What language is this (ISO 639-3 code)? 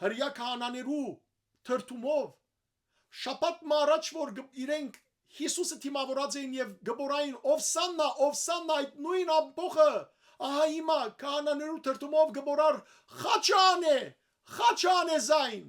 hyw